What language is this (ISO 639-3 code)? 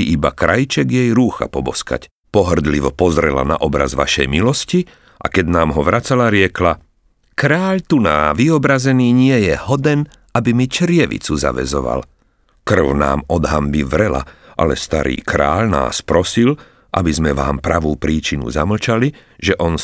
slk